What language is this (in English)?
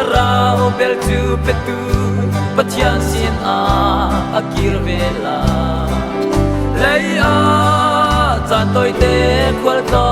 Hakha Chin